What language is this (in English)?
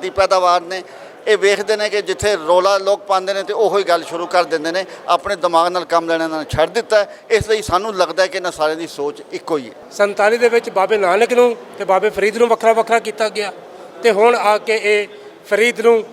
Western Panjabi